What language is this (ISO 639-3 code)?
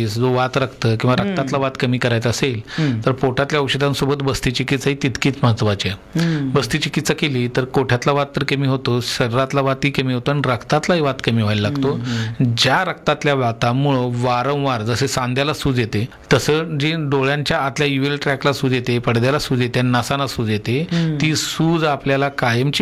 mar